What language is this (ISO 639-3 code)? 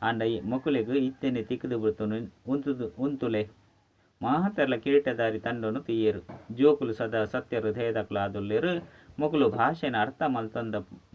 tcy